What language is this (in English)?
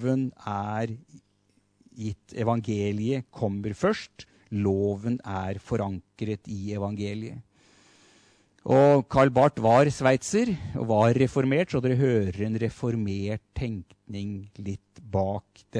Norwegian